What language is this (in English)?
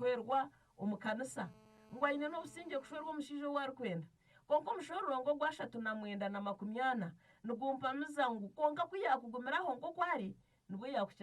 Nyankole